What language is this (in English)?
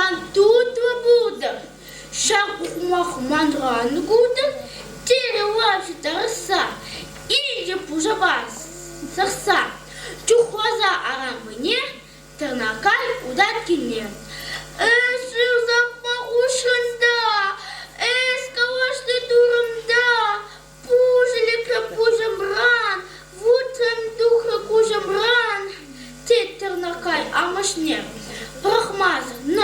Chuvash